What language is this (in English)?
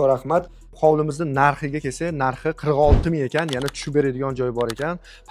Uzbek